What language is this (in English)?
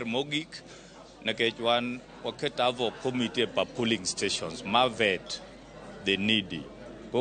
Luo (Kenya and Tanzania)